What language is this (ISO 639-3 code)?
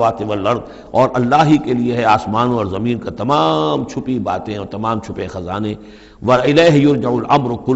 urd